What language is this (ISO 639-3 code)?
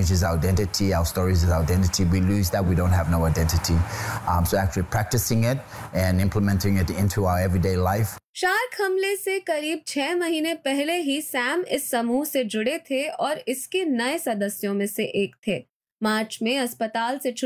hin